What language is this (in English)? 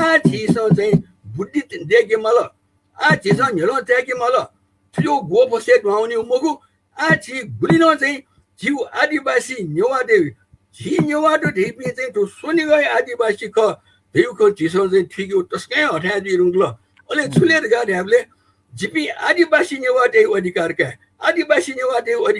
Newari